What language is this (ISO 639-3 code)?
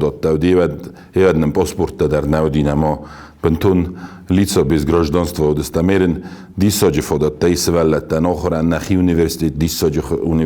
oss